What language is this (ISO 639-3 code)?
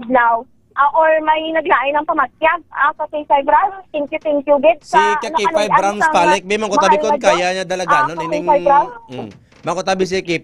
hil